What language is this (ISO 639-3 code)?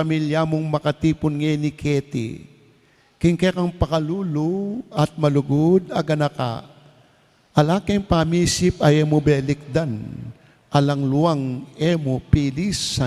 pam